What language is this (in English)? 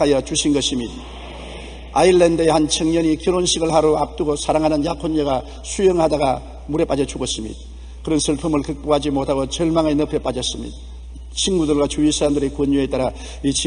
Korean